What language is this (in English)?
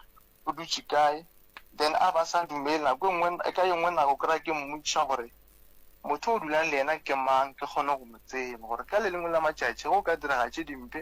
Northern Sotho